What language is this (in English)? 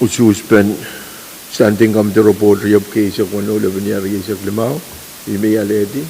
Pohnpeian